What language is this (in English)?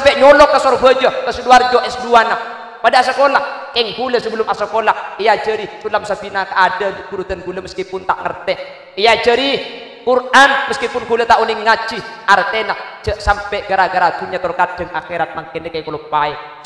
Madurese